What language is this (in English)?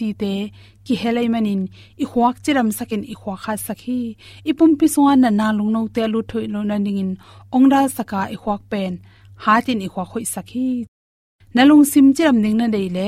Tedim Chin